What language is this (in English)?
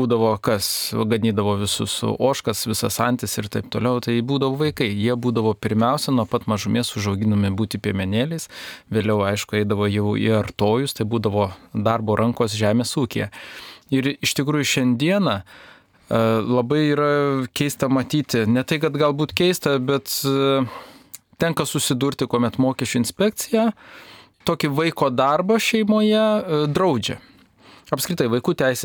Lithuanian